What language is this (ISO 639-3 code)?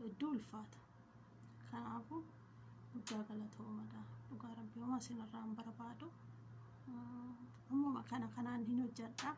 orm